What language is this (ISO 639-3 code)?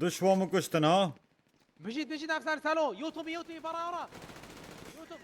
kur